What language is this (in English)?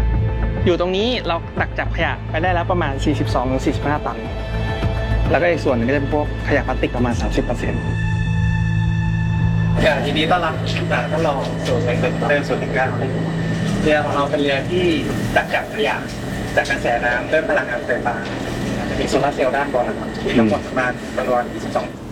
Thai